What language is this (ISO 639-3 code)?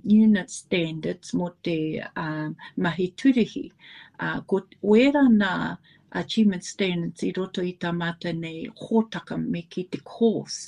mri